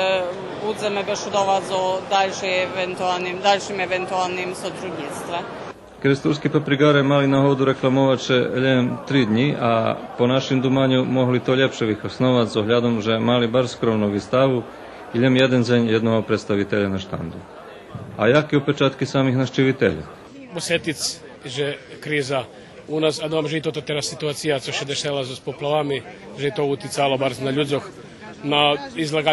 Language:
Rusyn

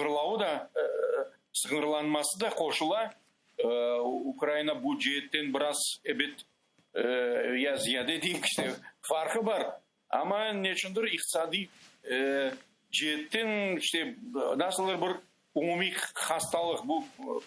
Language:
Crimean Tatar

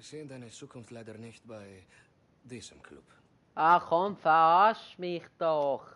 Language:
Swiss German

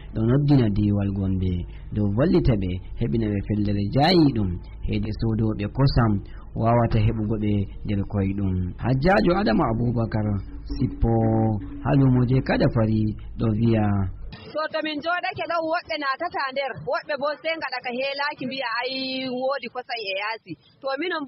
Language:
Fula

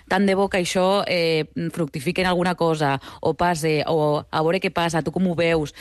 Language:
Catalan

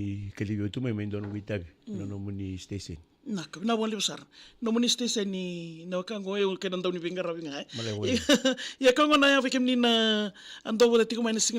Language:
Fijian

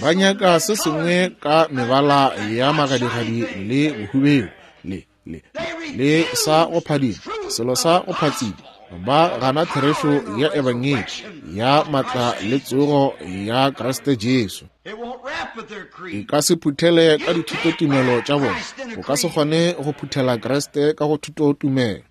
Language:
Northern Sotho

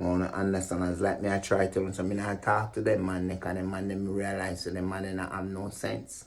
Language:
Jamaican Creole English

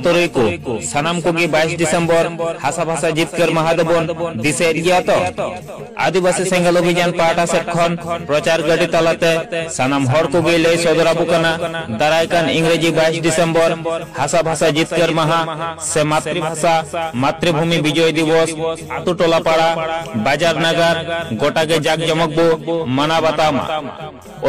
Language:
Santali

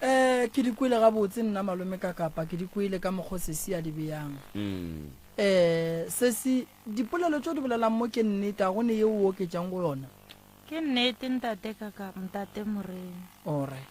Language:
Northern Sotho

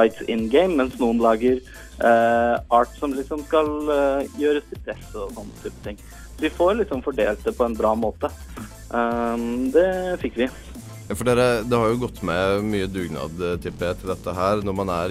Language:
Norwegian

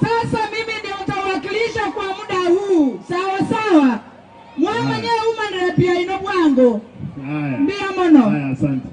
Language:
Gusii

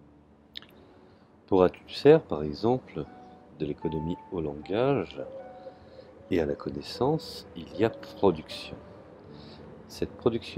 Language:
French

